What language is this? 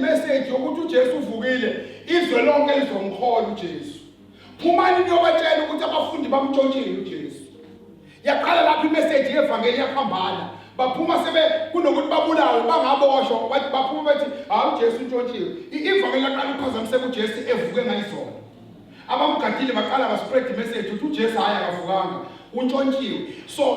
Zulu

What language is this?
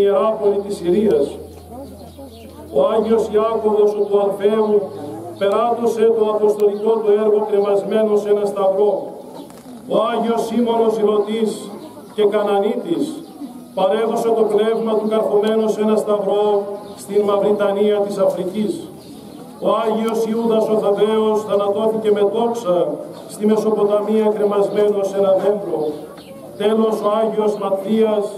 Greek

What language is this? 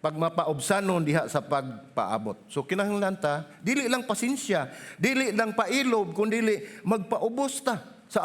Cebuano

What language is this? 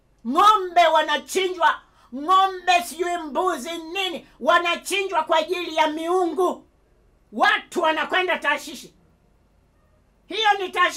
Swahili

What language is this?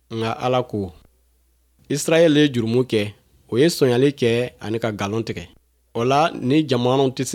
Bambara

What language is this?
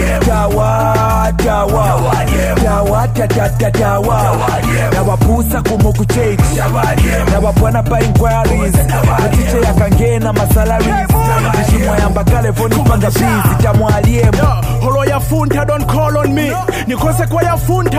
Swahili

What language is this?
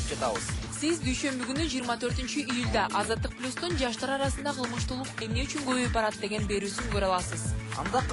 Kyrgyz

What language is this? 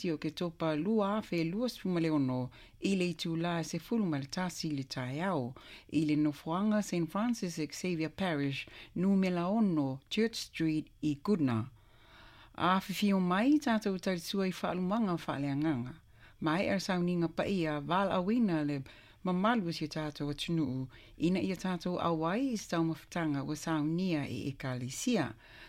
Samoan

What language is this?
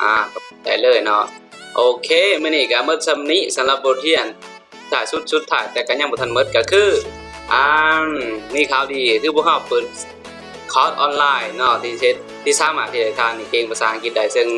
Lao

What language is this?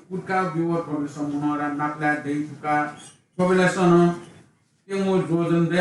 Newari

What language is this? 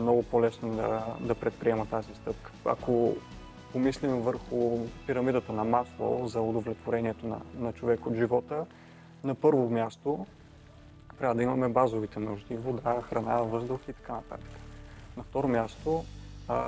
Bulgarian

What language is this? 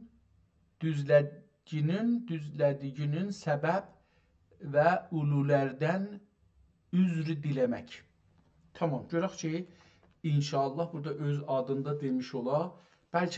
South Azerbaijani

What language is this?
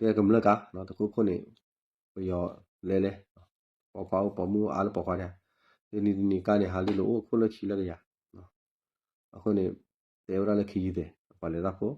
S'gaw Karen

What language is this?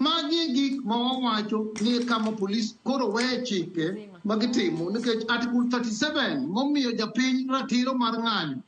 Luo (Kenya and Tanzania)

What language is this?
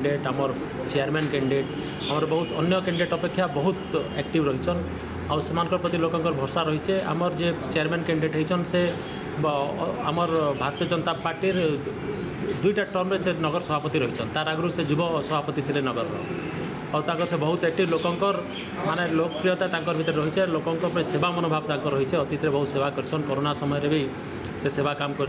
Odia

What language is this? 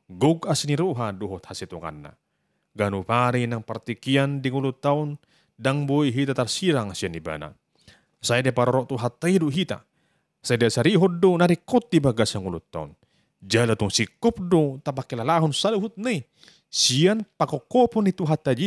Batak Toba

